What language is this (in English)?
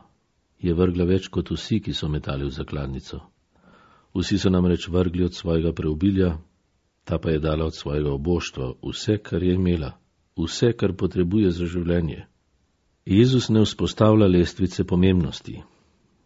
Slovenian